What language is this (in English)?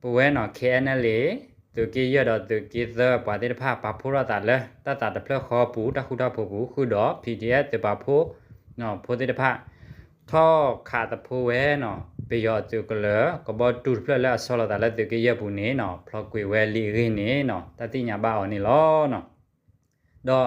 S'gaw Karen